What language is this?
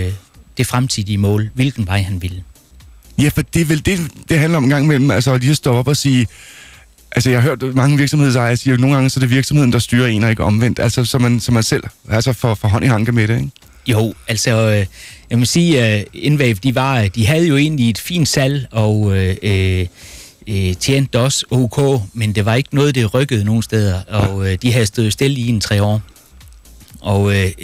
Danish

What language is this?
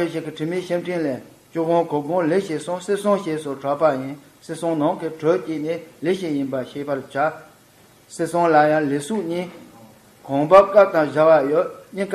Tibetan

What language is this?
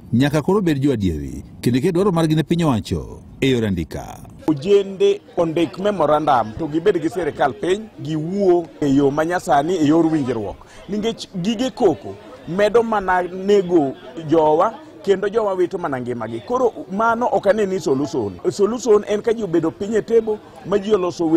Luo (Kenya and Tanzania)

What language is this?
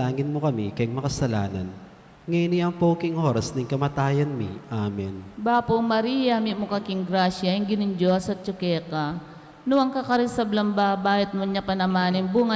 Pampanga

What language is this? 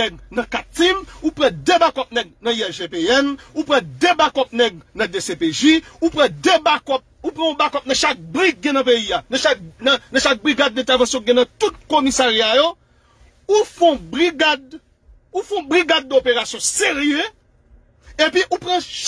Haitian Creole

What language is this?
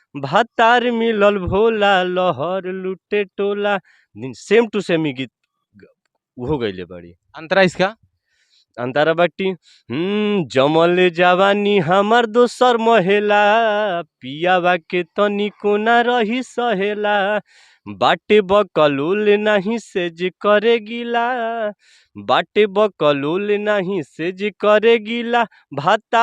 Bhojpuri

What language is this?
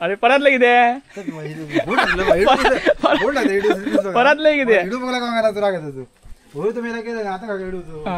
Konkani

